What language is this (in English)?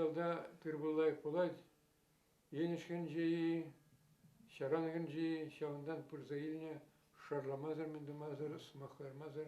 Chuvash